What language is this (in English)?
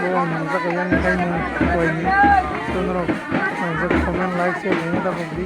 Kok Borok